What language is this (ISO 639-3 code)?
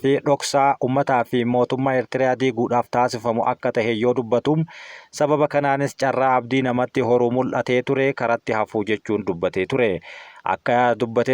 orm